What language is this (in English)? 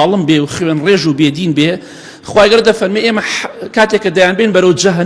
Central Kurdish